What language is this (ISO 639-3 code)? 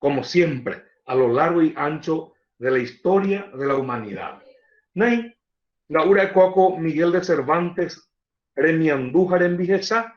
grn